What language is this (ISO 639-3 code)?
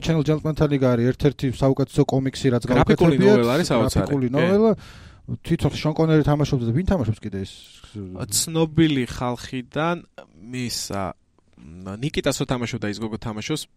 kat